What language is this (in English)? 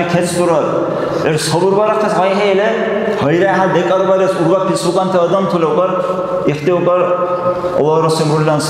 Dargwa